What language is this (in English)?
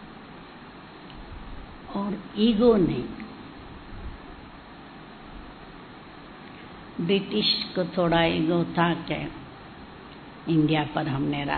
Hindi